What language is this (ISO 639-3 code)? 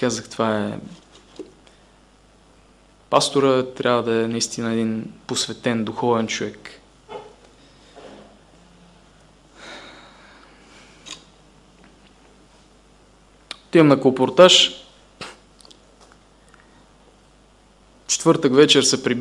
bul